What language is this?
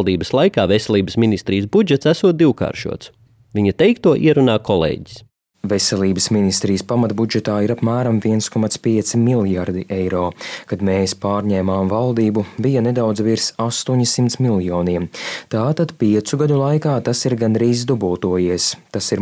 Latvian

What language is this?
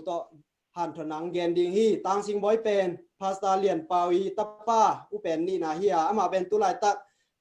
Tedim Chin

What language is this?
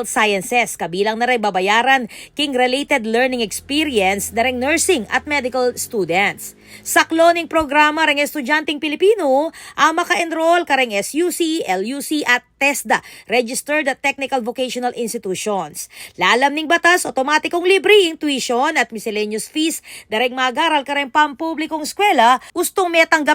Pampanga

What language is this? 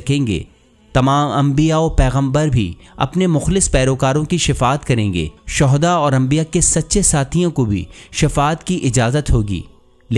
Urdu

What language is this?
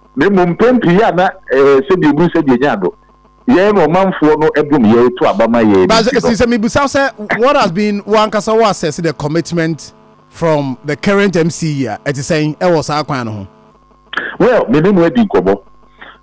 Akan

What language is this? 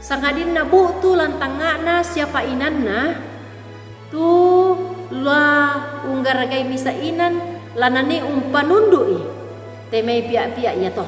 Toraja-Sa'dan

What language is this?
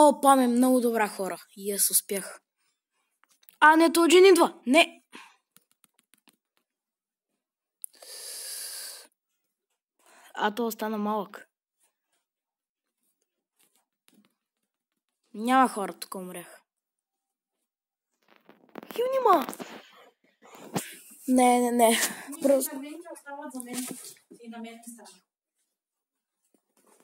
Bulgarian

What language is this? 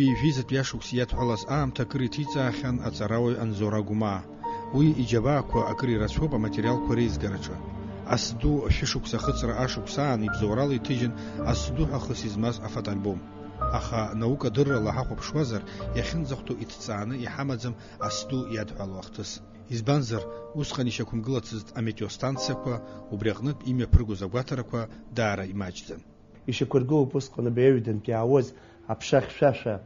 Abkhazian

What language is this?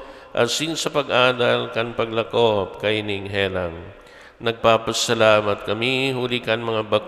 Bikol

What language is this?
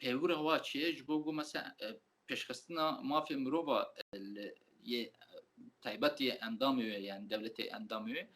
Kurdish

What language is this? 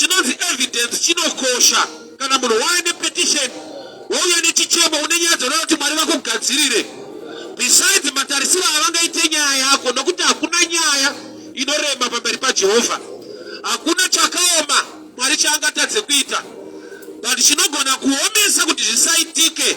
Shona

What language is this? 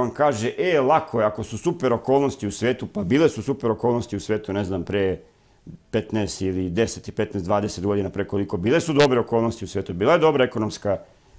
Serbian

